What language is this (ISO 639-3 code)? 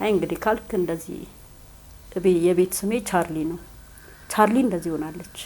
amh